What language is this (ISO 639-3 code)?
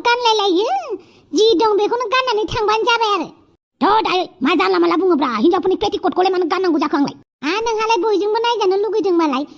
brx